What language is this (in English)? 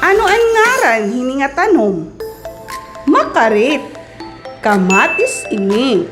Waray